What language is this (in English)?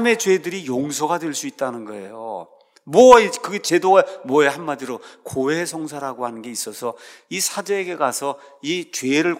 Korean